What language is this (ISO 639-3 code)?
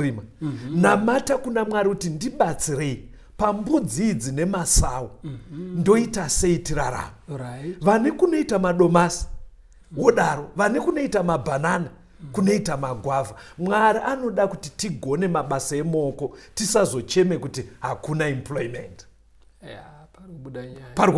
sna